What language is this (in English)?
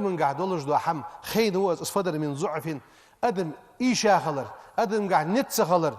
Ingush